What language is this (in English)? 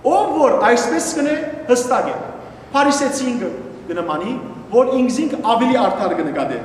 Western Armenian